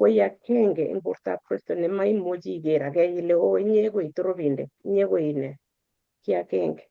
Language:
Kalenjin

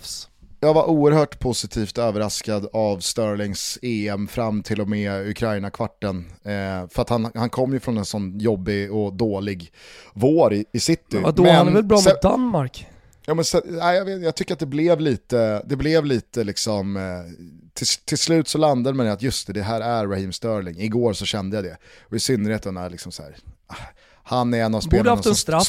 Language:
Swedish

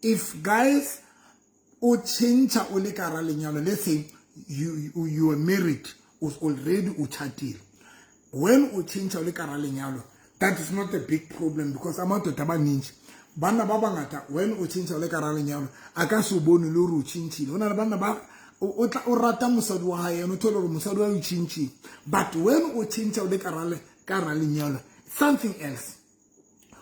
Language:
Southern Sotho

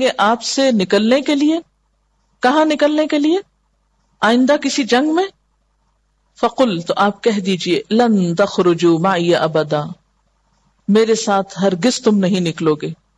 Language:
Urdu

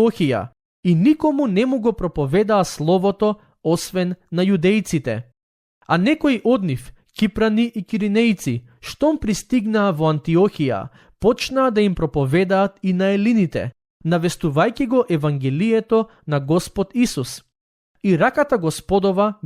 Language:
Macedonian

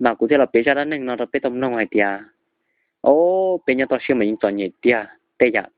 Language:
Hmong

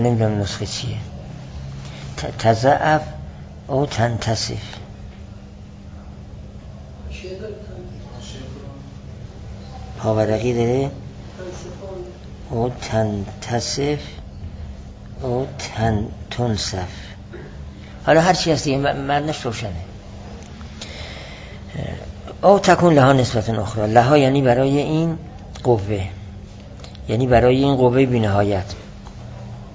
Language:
Persian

